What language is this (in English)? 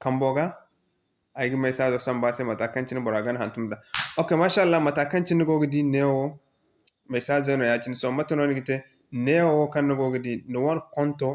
Zarma